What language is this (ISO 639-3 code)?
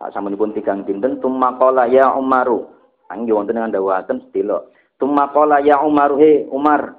jav